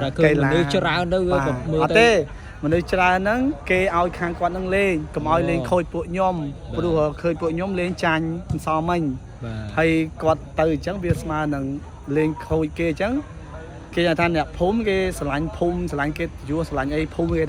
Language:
Khmer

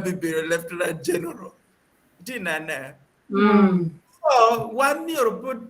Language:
Acoli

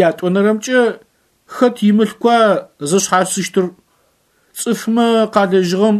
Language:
Adyghe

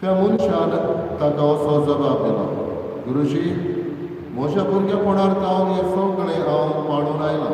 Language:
Konkani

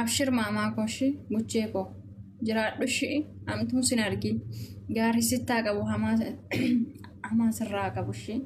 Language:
Oromo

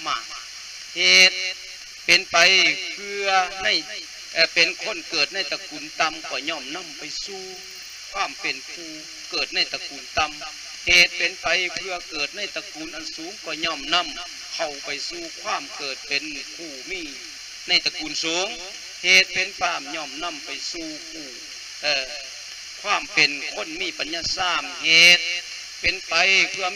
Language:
Lao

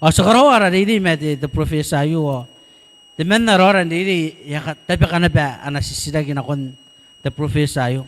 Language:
Gilbertese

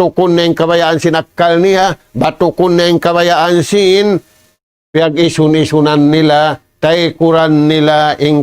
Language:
Tausug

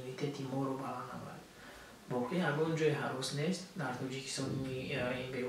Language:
Tajik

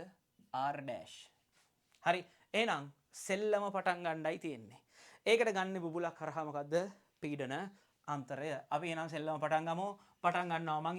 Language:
Sinhala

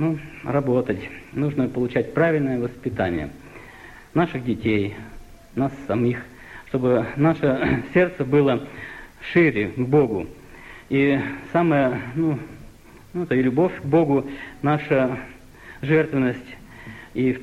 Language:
Russian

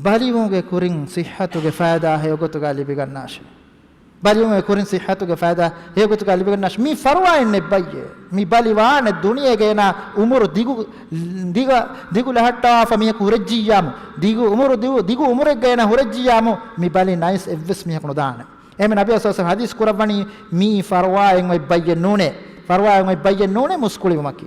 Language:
Divehi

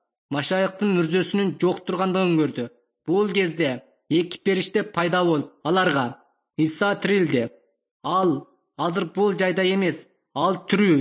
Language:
Kyrgyz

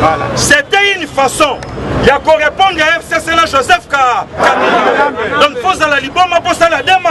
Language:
Lingala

